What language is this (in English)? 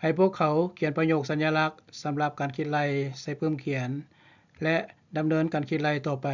Lao